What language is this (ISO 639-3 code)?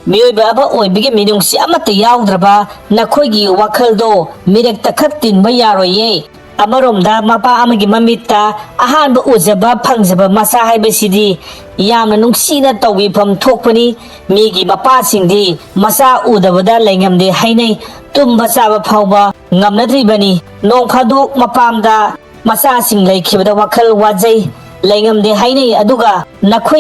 mni